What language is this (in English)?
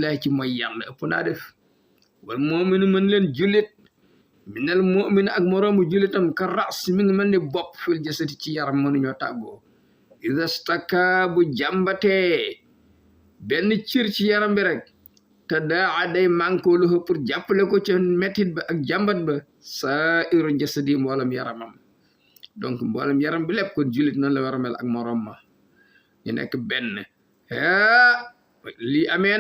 Wolof